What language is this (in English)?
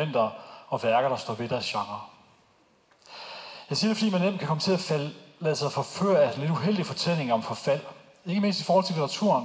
Danish